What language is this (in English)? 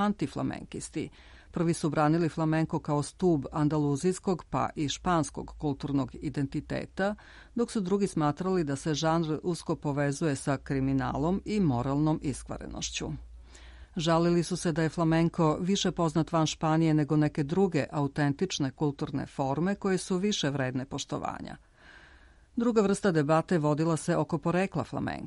Serbian